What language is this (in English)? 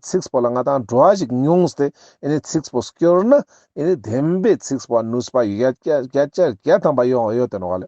Ladakhi